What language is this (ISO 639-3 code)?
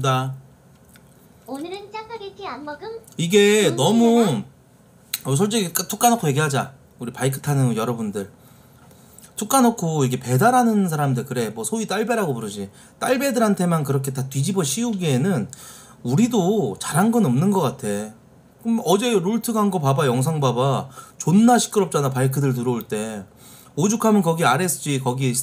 kor